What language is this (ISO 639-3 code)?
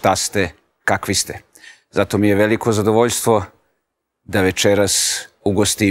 srp